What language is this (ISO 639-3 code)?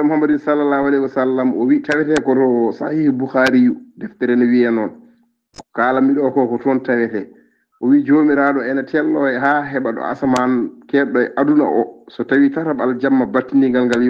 ful